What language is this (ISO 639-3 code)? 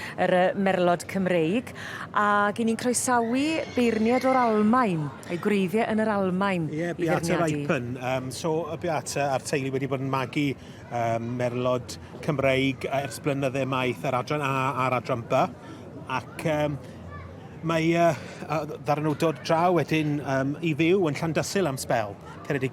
cym